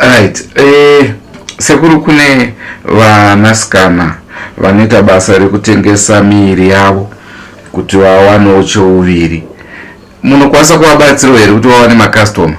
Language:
Shona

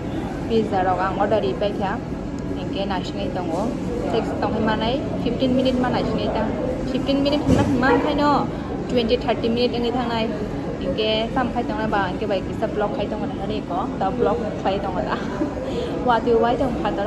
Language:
Kok Borok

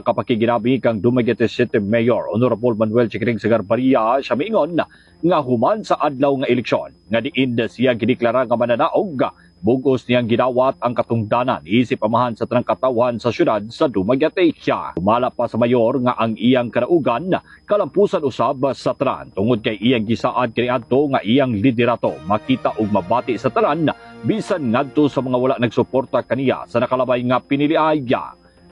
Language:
Cebuano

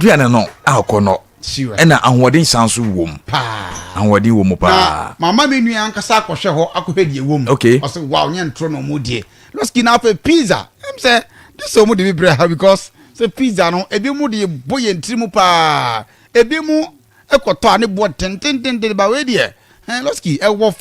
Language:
Akan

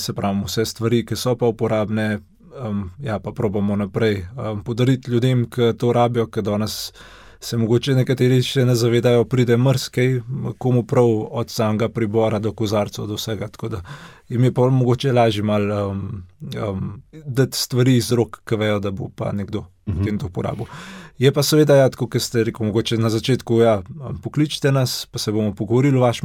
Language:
Slovenian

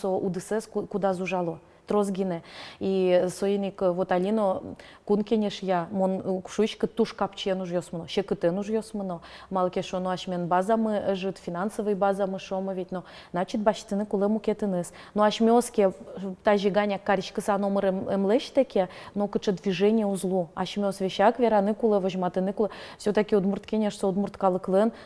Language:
Udmurt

